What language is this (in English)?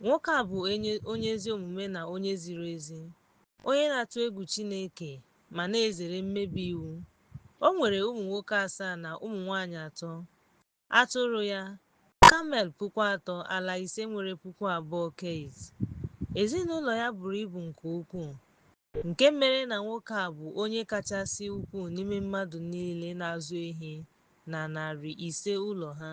Igbo